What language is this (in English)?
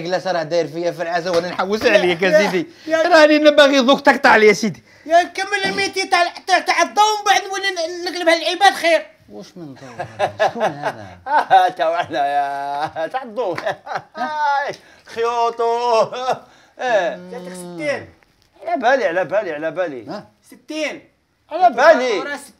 Algerian Arabic